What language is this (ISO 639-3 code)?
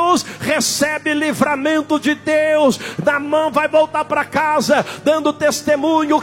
por